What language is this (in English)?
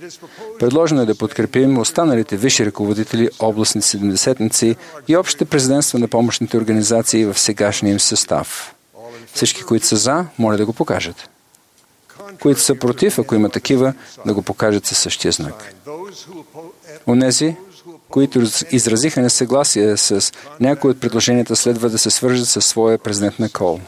Bulgarian